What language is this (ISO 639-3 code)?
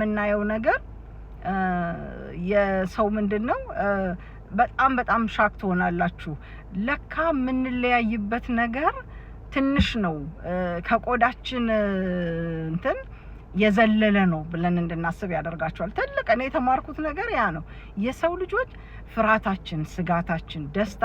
amh